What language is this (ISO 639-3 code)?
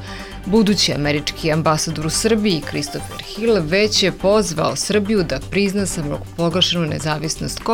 bos